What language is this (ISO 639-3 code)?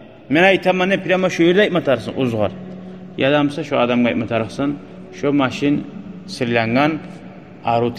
kum